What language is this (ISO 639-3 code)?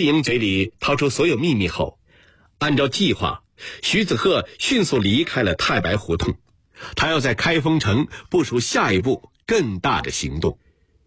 zho